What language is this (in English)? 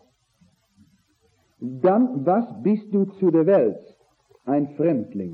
German